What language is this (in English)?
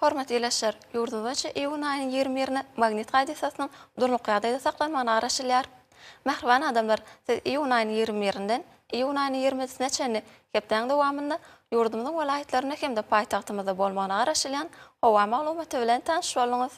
Turkmen